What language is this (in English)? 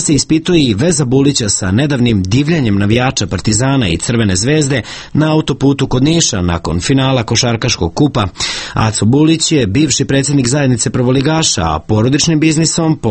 Serbian